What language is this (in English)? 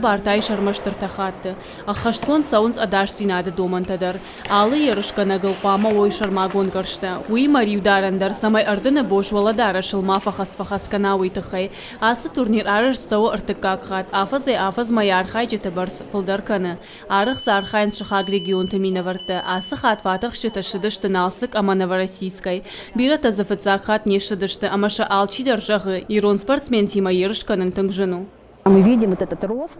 Ossetic